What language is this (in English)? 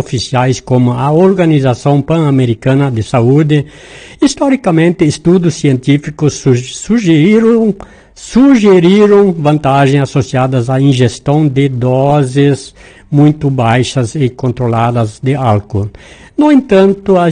Portuguese